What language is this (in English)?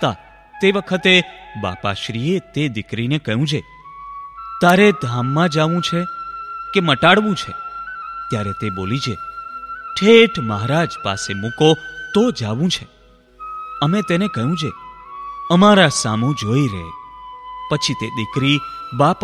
Gujarati